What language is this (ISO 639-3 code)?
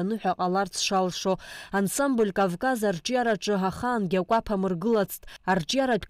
abk